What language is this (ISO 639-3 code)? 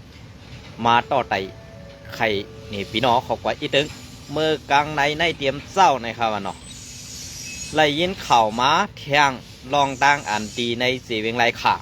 shn